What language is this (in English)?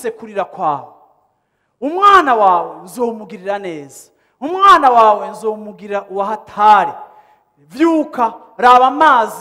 Rundi